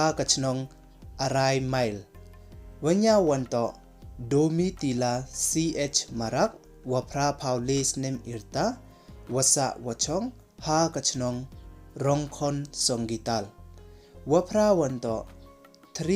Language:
Pnar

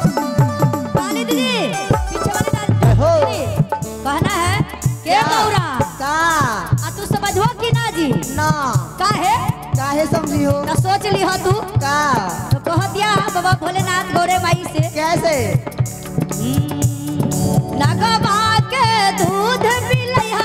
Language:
Bhojpuri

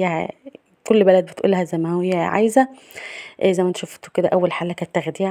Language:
Egyptian Arabic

